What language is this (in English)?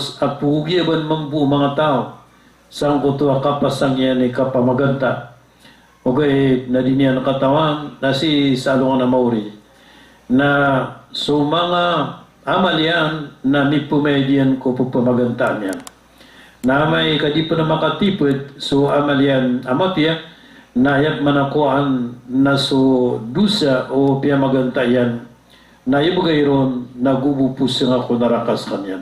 Maranao